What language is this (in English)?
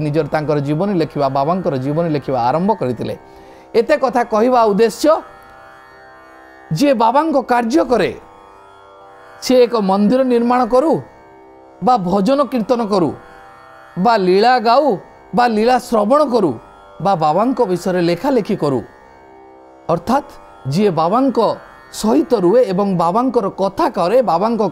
Odia